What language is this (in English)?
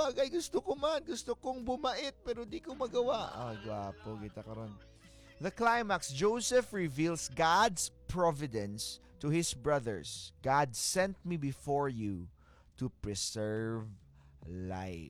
Hiligaynon